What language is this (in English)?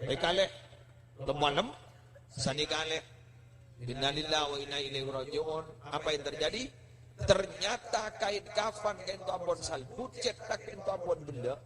Madurese